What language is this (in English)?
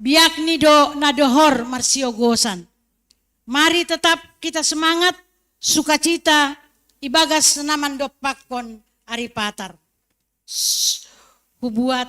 Batak Simalungun